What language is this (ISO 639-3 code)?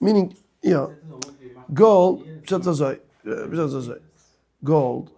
yid